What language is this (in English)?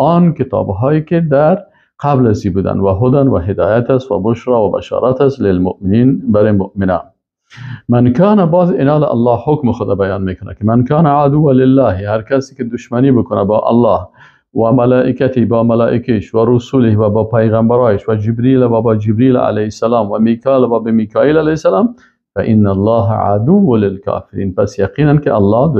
Persian